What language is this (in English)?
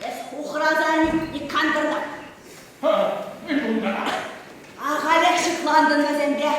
Chuvash